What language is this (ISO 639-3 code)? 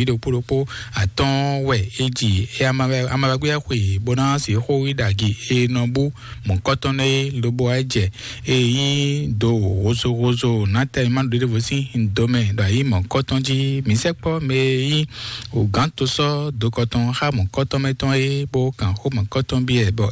fon